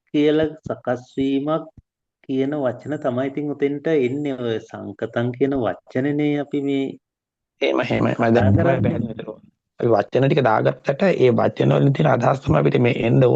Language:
Sinhala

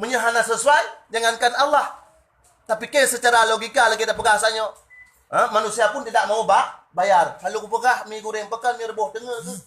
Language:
Achinese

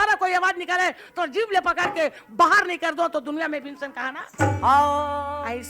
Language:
Chhattisgarhi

